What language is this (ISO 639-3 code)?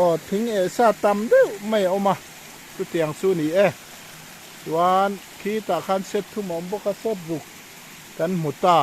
lus